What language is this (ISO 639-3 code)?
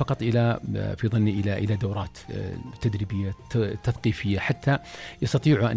ars